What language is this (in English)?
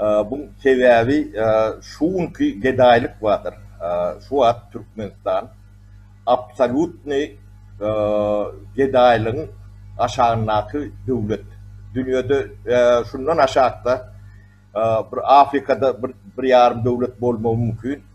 Turkmen